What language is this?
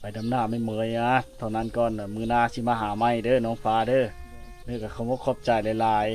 Lao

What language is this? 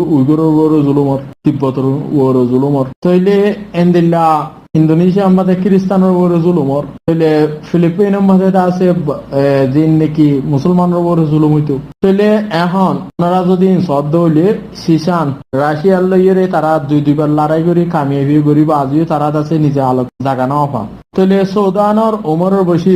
Rohingya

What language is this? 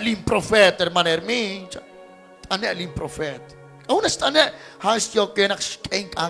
Kekchí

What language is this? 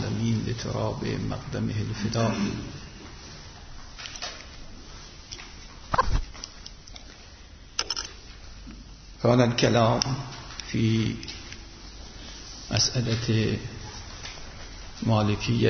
Persian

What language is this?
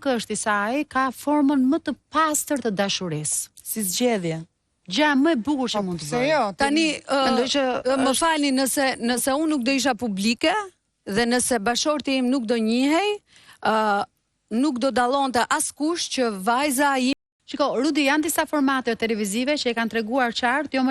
Albanian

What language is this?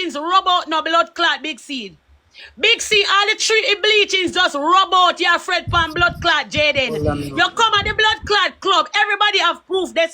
Jamaican Creole English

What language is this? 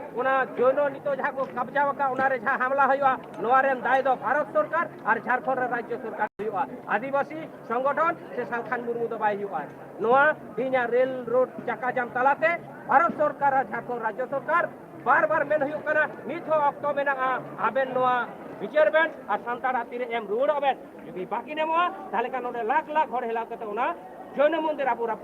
Santali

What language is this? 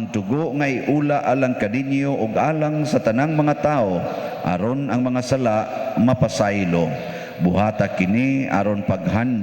Cebuano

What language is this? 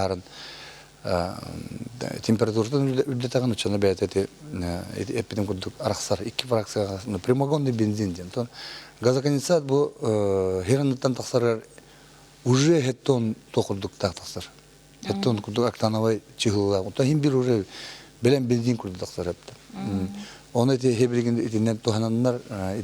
Yakut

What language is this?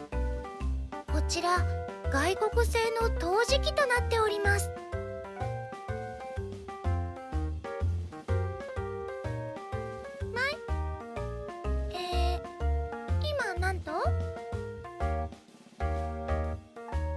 Japanese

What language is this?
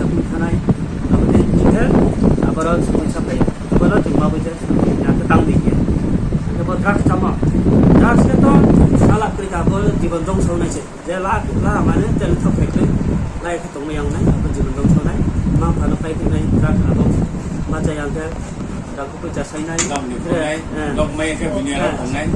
Riang (India)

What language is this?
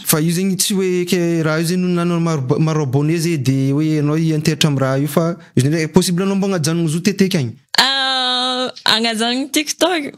Malagasy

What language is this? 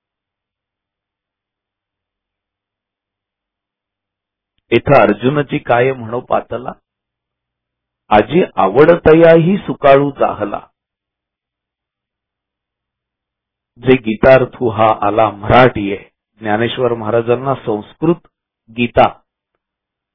Marathi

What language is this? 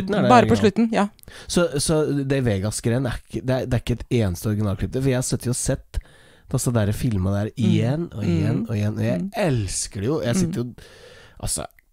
Norwegian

